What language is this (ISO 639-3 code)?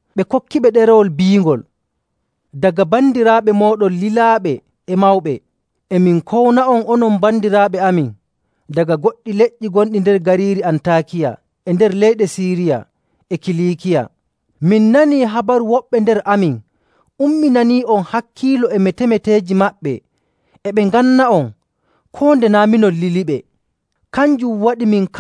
fuv